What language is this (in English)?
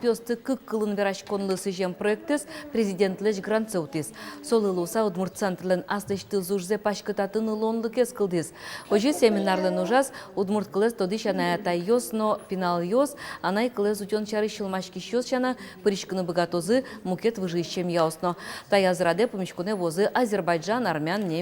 Udmurt